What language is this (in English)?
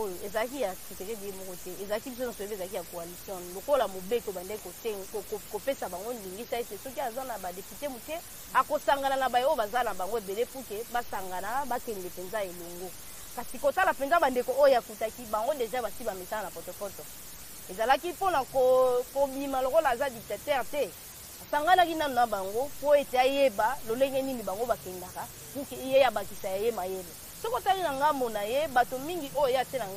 Lingala